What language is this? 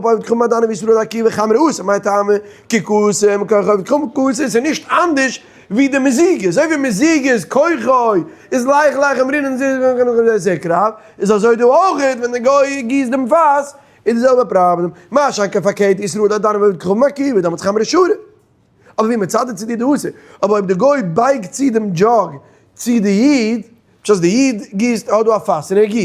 Yiddish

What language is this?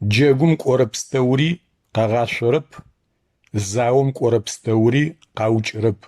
Adyghe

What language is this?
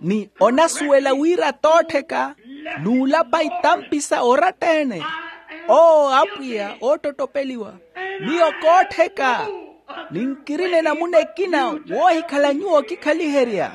Makhuwa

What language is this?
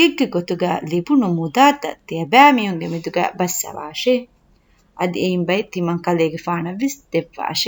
Divehi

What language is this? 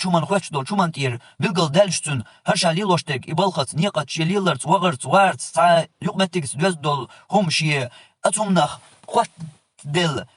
Chechen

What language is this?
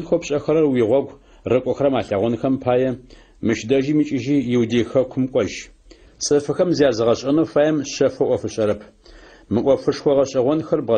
Adyghe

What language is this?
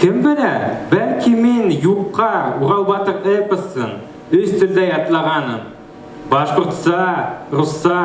Bashkir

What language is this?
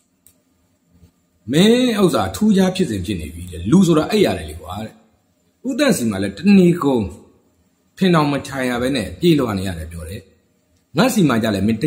Burmese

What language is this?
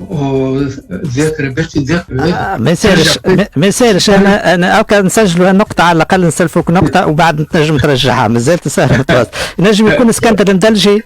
Tunisian Arabic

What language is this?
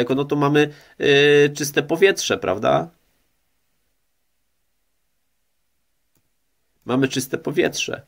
Polish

